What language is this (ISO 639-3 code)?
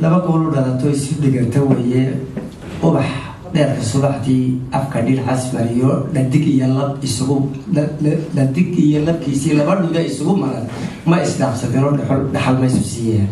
som